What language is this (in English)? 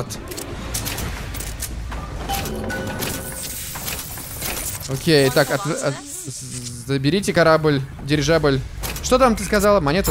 Russian